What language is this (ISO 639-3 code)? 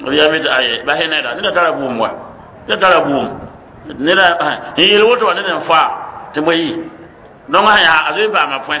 mos